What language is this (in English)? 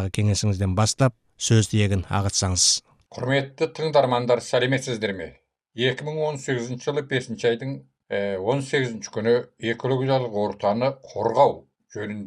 Kazakh